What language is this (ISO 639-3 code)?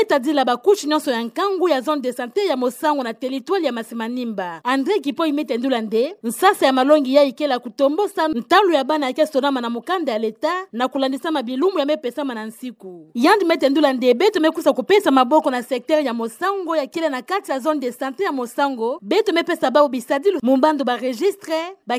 ktu